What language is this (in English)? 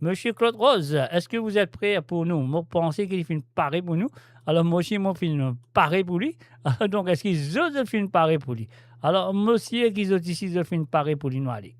Morisyen